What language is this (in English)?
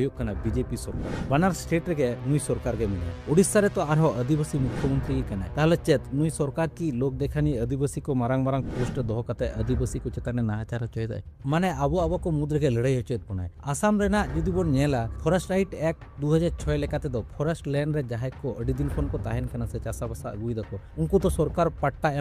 Santali